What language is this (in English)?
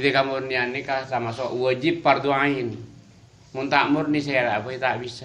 Madurese